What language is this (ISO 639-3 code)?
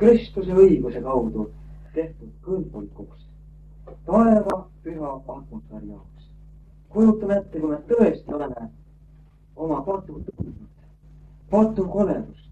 est